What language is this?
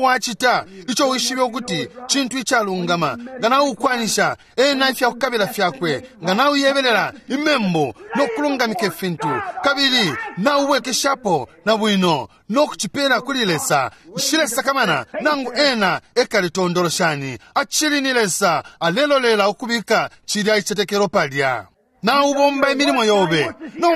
Bemba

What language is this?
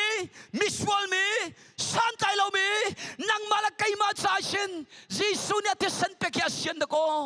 Hakha Chin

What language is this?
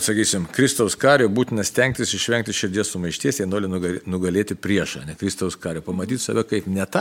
Lithuanian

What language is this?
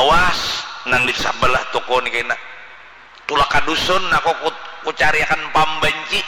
Banjar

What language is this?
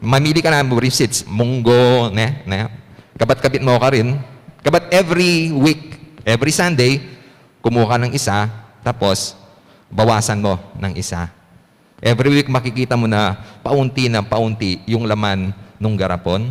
Pampanga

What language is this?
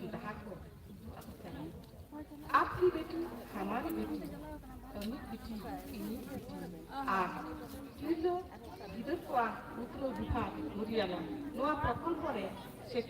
Santali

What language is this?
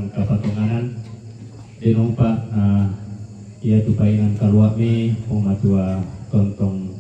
Toraja-Sa'dan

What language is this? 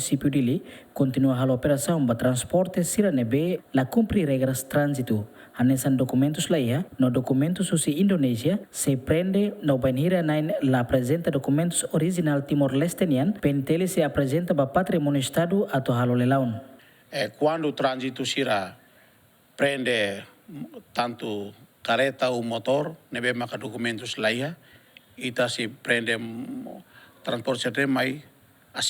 Tetum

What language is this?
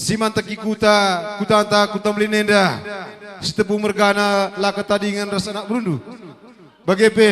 Batak Karo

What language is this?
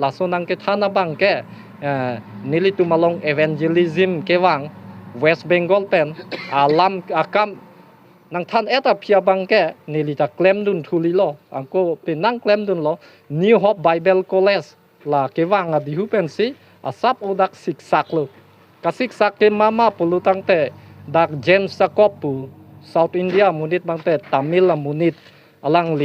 Karbi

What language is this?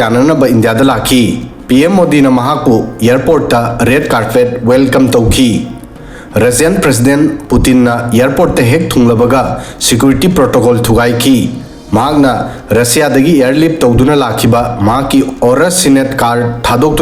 Manipuri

